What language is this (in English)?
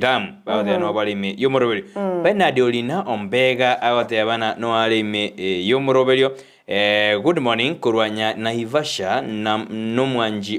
Gusii